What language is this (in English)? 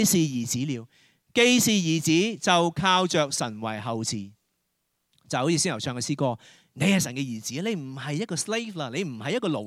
Cantonese